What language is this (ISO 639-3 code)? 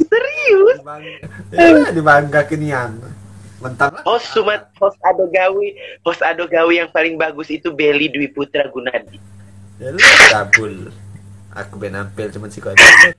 mui